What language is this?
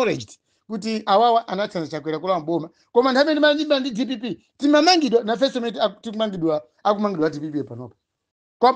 Nyanja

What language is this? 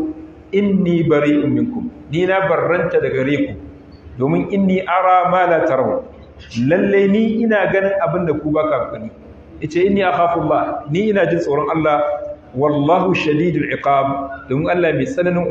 Hausa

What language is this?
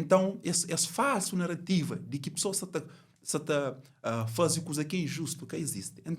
Kabuverdianu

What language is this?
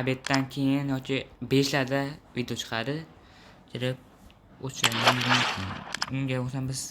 Uzbek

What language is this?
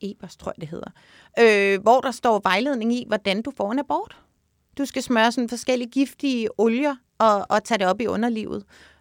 Danish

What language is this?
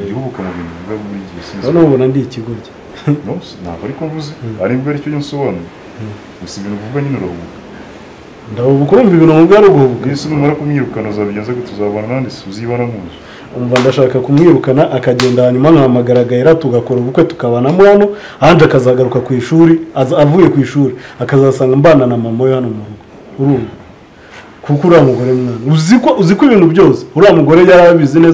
Kinyarwanda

